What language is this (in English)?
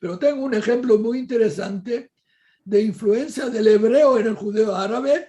Ladino